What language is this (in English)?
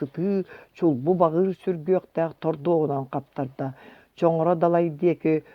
Yakut